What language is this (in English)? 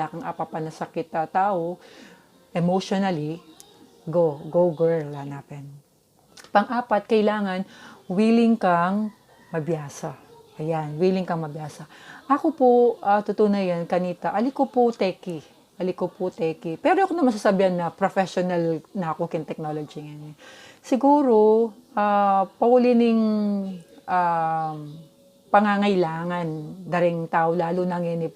Pampanga